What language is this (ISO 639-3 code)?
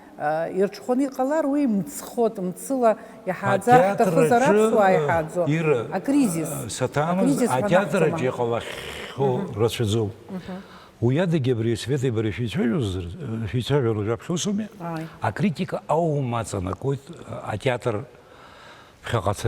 abk